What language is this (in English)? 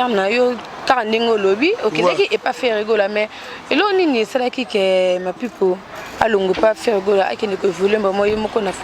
Lingala